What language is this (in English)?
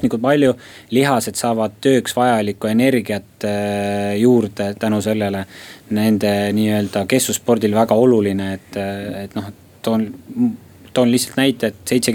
Estonian